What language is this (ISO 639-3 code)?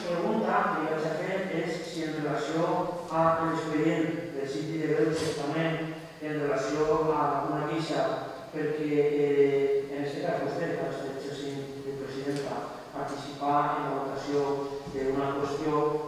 cat